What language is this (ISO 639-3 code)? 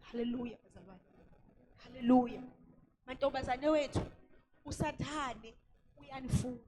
zul